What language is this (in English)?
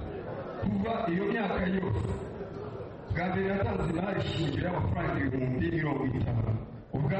Kinyarwanda